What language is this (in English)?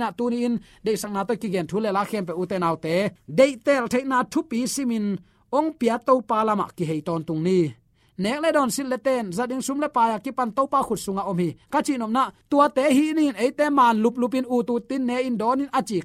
Tedim Chin